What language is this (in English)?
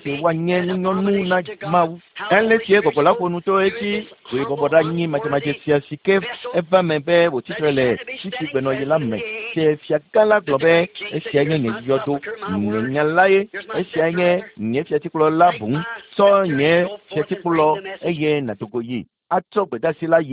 Ewe